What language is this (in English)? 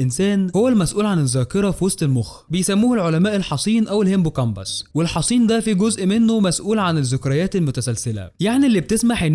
Egyptian Arabic